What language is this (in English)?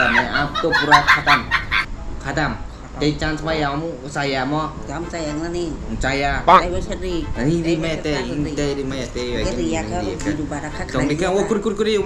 Kok Borok